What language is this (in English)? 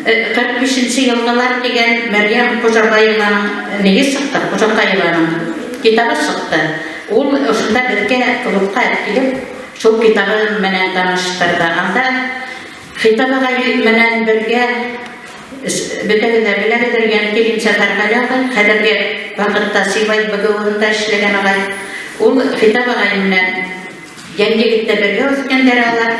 Bashkir